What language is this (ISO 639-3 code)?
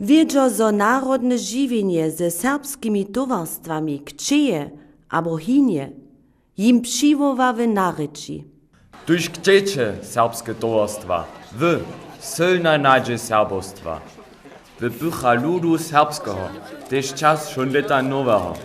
hsb